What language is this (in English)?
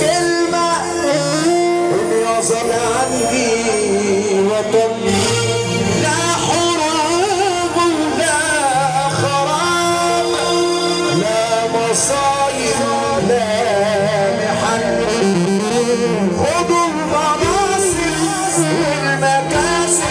Egyptian Arabic